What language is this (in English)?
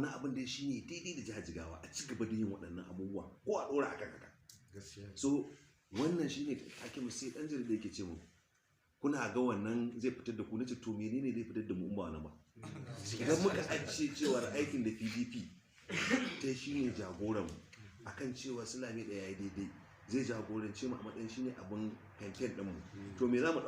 Hausa